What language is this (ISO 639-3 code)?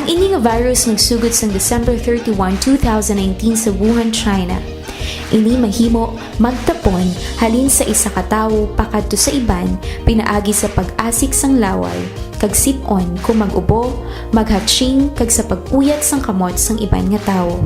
hil